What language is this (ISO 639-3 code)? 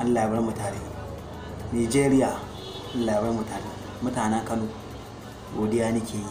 hau